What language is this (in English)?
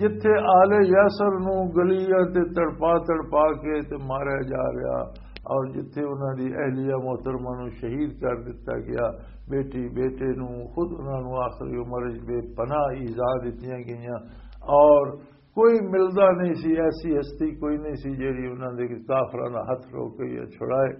Western Panjabi